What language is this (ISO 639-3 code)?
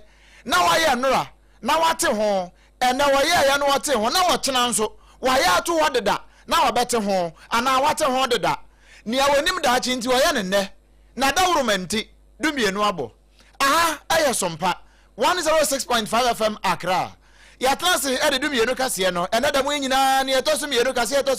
aka